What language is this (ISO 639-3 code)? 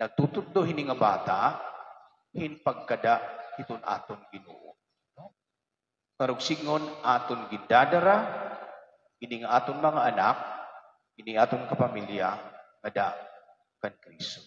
war